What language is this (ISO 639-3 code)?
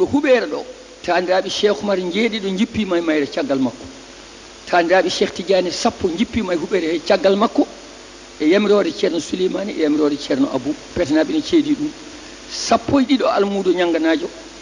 ful